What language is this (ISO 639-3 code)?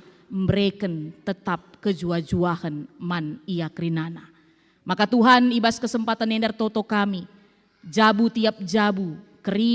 btx